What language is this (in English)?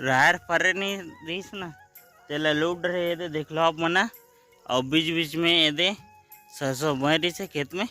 Chhattisgarhi